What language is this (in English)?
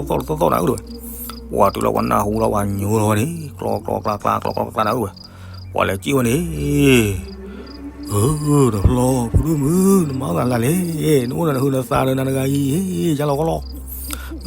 S'gaw Karen